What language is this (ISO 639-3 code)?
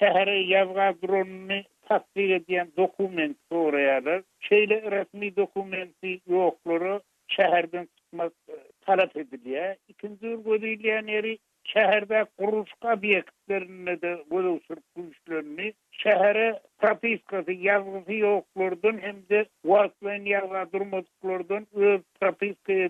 tuk